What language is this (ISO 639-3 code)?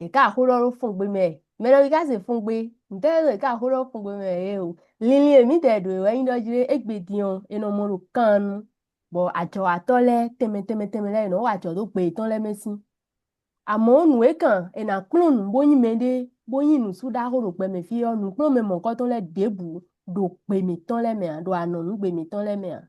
fon